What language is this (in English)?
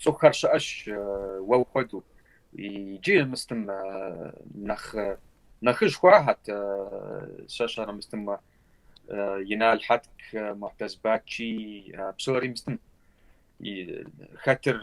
Kabardian